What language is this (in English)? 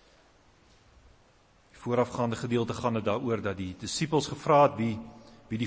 Afrikaans